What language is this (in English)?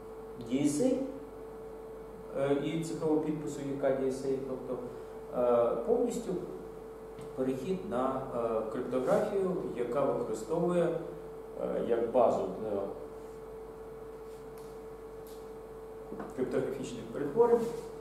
Ukrainian